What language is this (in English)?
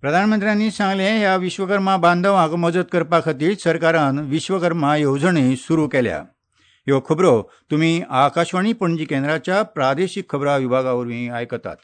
Konkani